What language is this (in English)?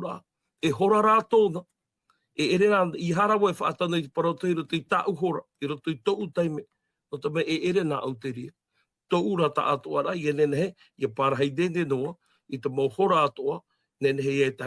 Tahitian